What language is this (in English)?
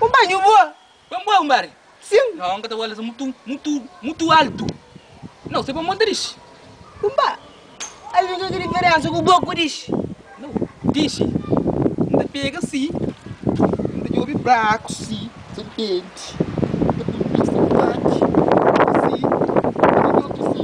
Kabuverdianu